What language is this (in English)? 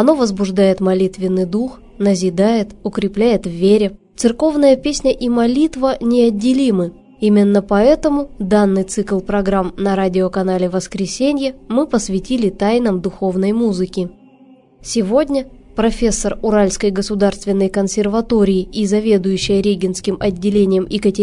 Russian